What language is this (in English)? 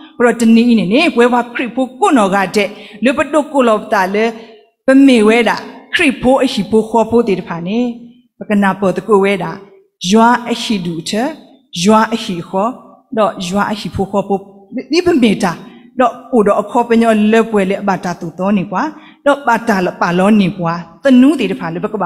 S'gaw Karen